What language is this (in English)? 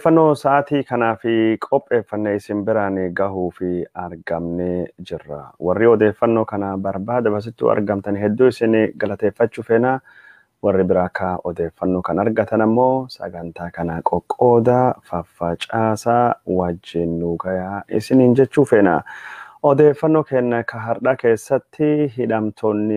Oromo